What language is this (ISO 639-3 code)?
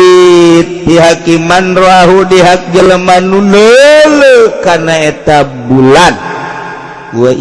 sun